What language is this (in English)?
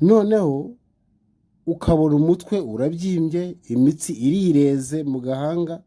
Kinyarwanda